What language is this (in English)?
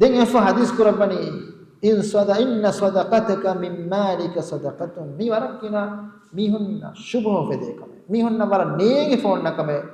Divehi